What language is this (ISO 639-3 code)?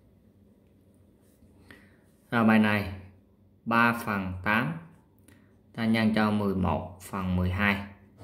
vie